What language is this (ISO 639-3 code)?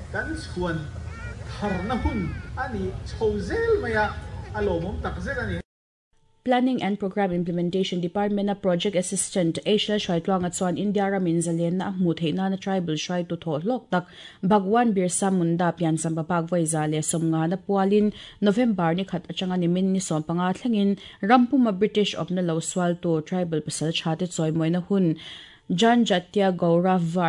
lus